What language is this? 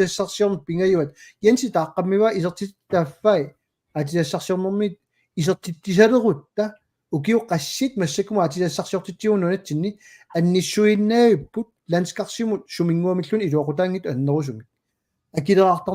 Kalaallisut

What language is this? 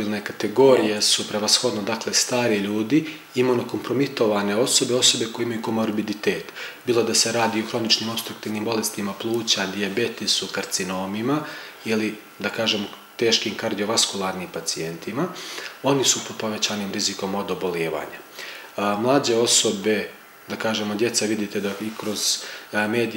Serbian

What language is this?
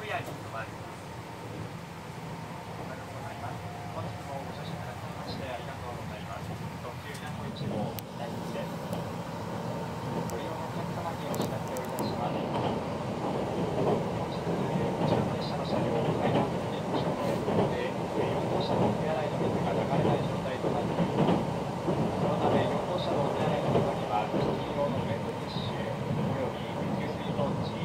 Japanese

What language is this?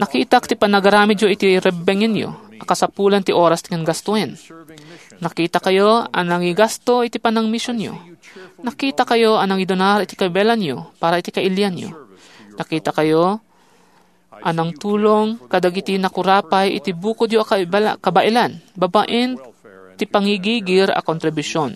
Iloko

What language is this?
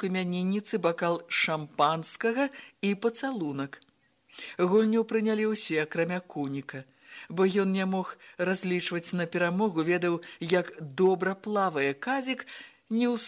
Belarusian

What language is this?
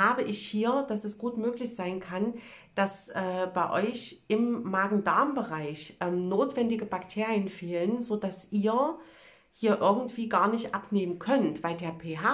German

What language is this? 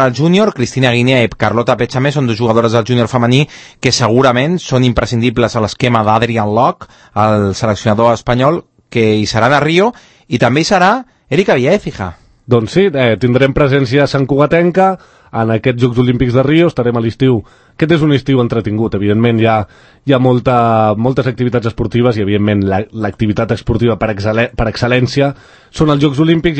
Catalan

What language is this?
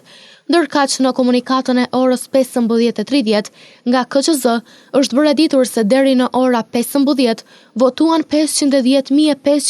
Albanian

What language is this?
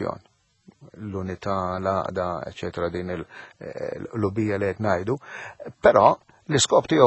Maltese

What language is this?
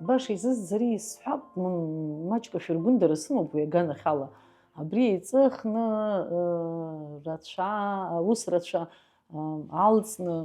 Abkhazian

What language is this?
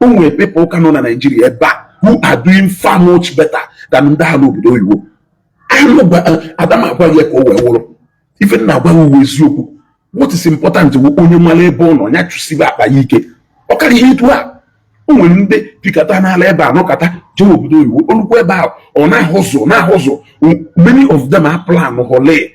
Igbo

